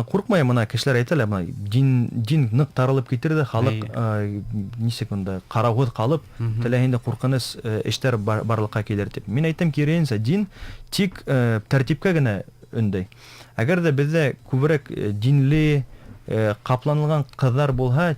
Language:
Bashkir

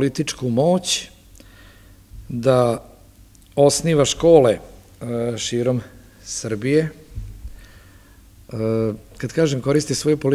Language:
Serbian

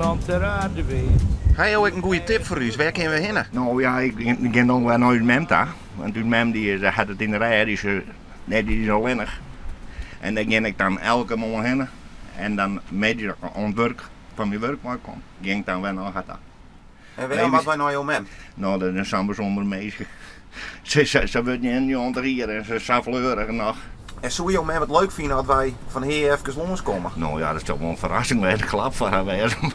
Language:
Western Frisian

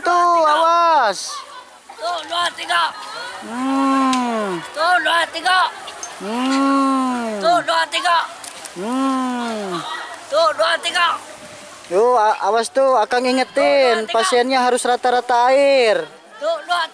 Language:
Indonesian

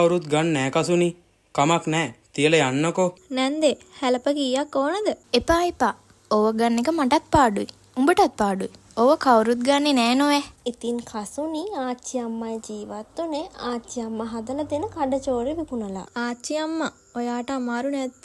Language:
Sinhala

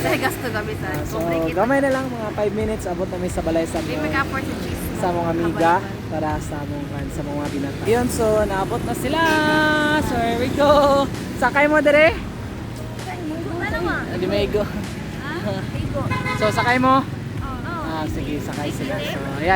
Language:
Cebuano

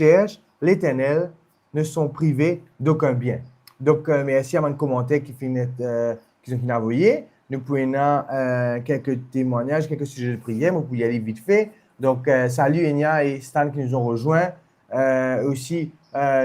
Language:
Morisyen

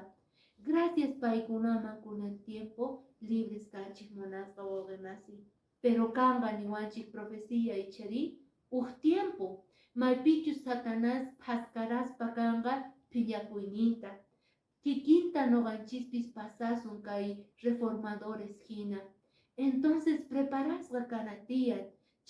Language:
Quechua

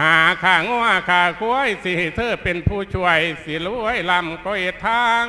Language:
Lao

